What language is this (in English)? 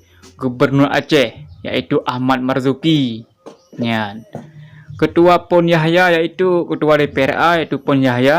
Achinese